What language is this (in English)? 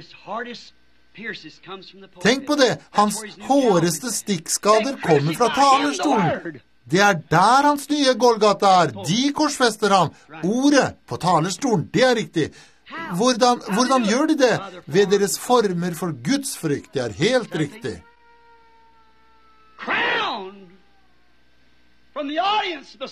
Norwegian